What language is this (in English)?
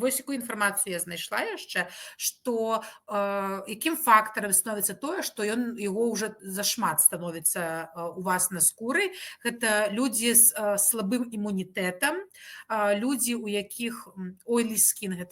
Belarusian